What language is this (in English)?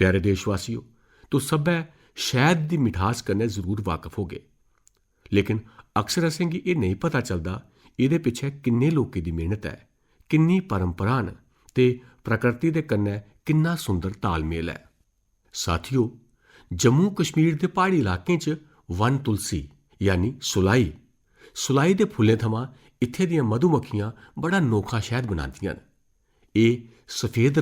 Dogri